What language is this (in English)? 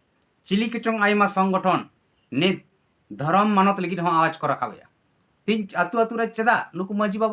Santali